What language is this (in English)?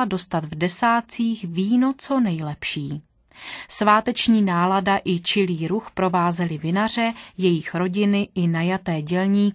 Czech